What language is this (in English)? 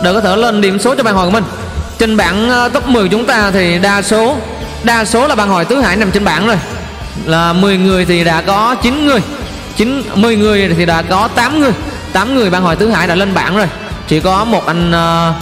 Vietnamese